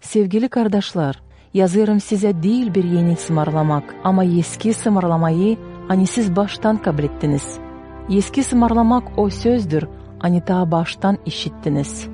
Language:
Gagauz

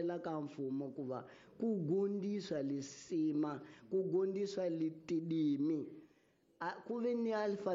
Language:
Tsonga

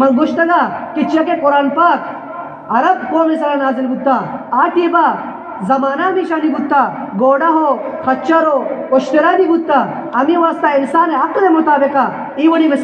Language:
Eastern Balochi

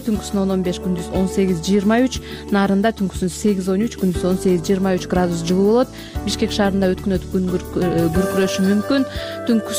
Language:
Kyrgyz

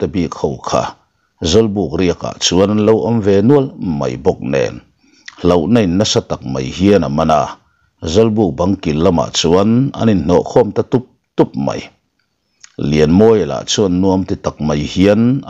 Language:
Mizo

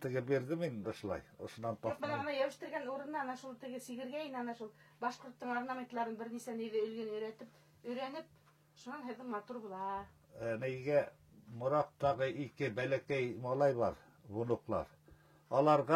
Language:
Bashkir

